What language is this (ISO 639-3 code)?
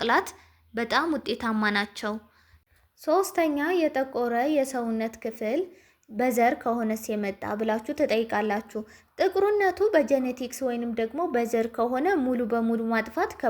amh